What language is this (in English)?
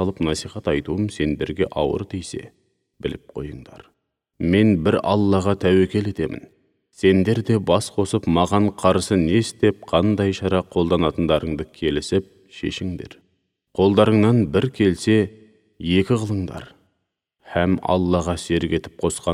Kazakh